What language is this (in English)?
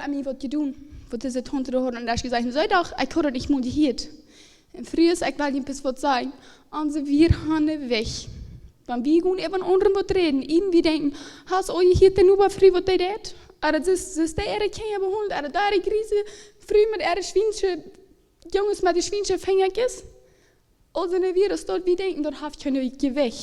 Plautdietsch